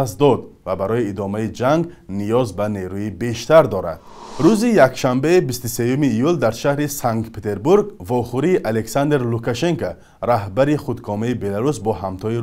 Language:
Tajik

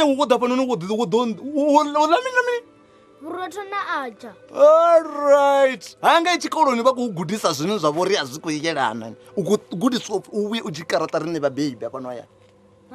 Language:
Venda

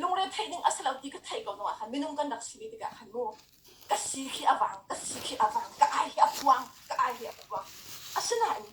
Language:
Hakha Chin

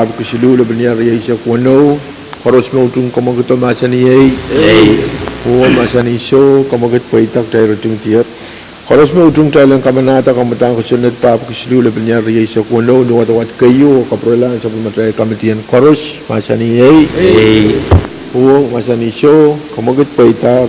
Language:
Pohnpeian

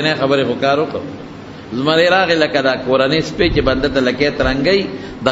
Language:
Pashto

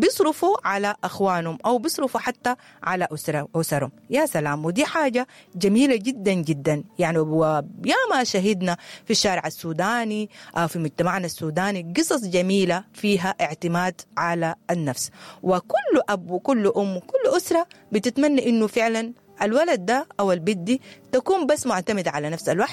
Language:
Sudanese Arabic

